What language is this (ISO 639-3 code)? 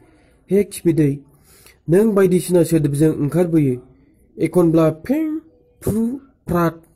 brx